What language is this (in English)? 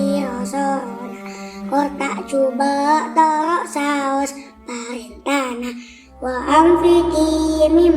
Madurese